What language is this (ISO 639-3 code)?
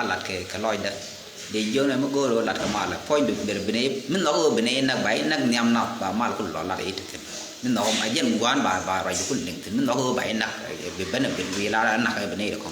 nus